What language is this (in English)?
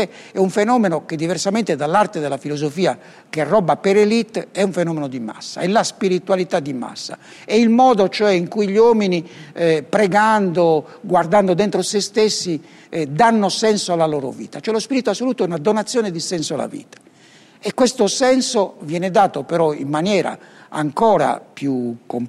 Italian